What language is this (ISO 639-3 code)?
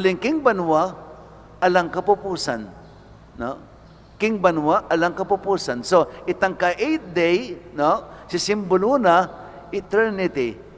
pam